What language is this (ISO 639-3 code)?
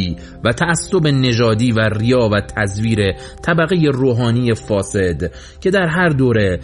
fas